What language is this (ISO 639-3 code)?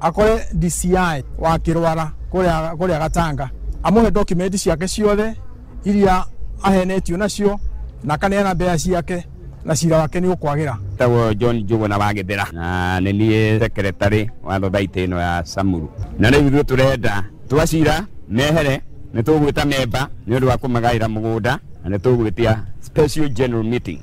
kik